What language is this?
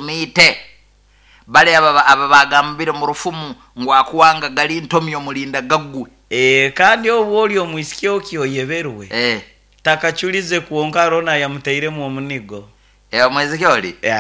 Nyoro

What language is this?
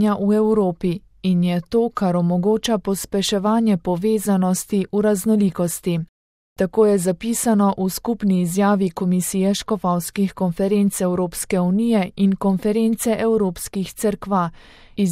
Slovenian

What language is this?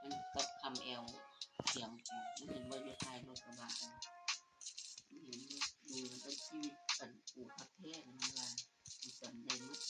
Lao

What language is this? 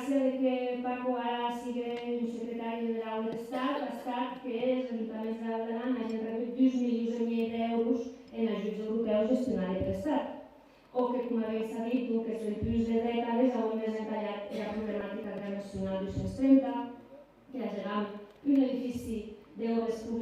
Occitan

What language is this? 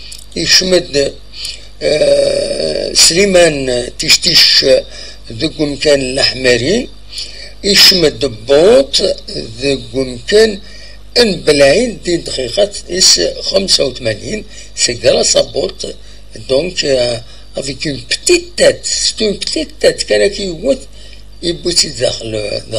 Kabyle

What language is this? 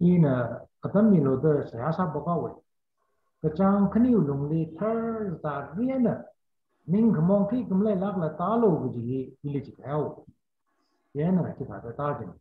Tangkhul Naga (India)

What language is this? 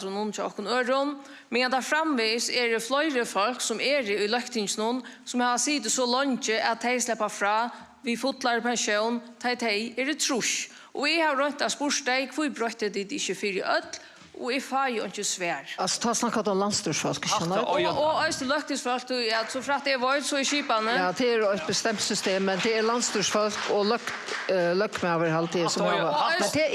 Faroese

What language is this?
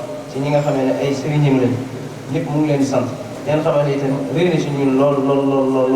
Wolof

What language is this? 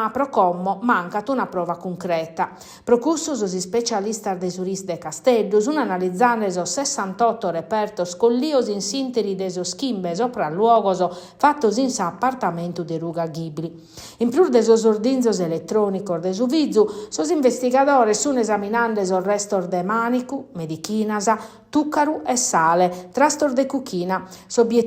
Sardinian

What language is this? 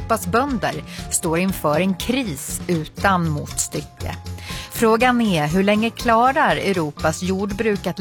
Swedish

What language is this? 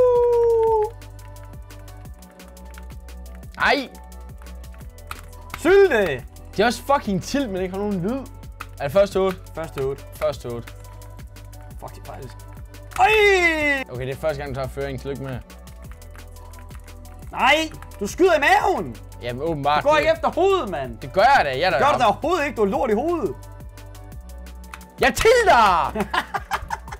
Danish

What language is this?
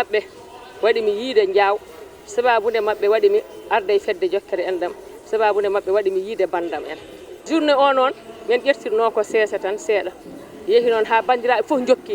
Fula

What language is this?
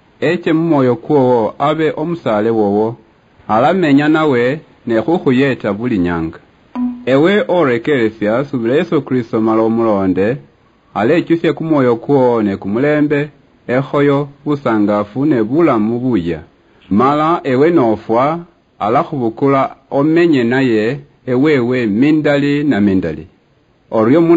Luyia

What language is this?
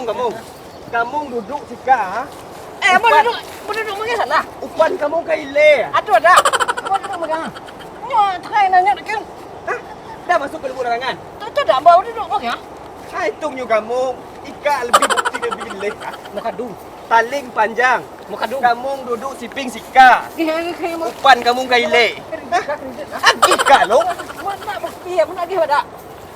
Minangkabau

